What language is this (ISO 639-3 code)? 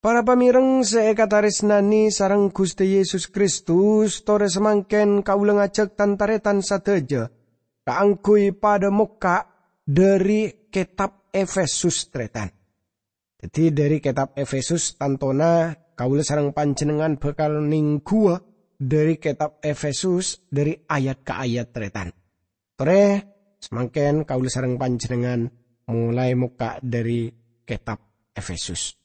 mad